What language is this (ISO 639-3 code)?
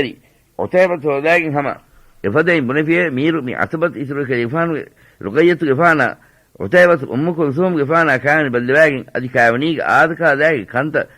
div